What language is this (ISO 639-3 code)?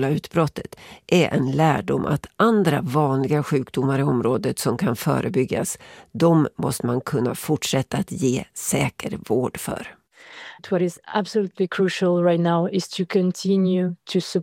swe